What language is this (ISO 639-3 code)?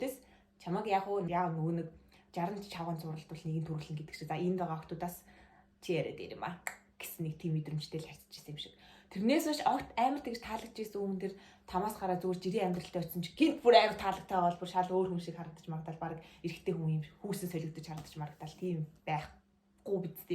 mon